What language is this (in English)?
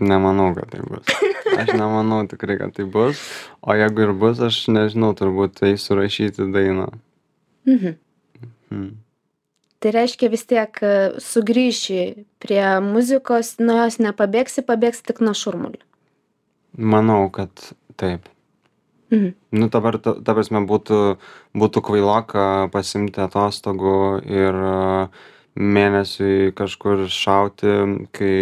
Lithuanian